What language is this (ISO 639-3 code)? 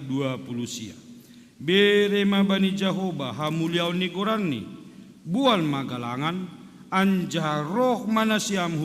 bts